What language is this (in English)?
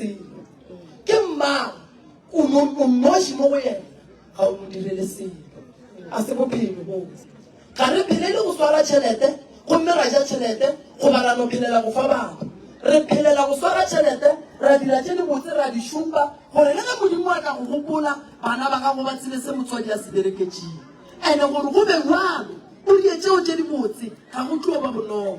Northern Sotho